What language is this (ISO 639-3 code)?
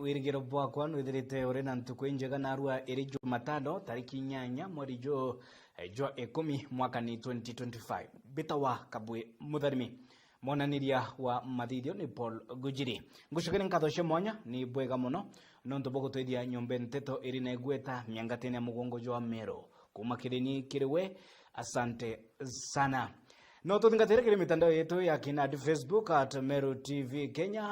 mer